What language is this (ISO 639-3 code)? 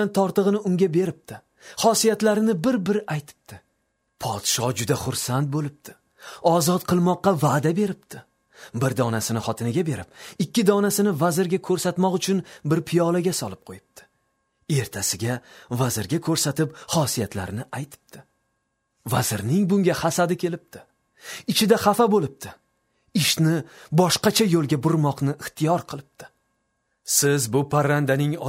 uzb